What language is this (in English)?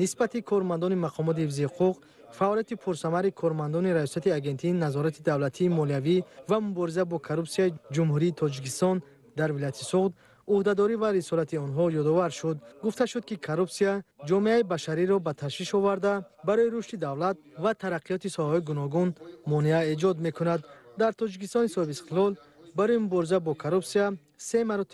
Tajik